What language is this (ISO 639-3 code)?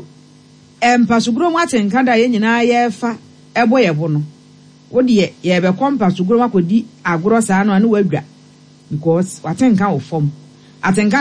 aka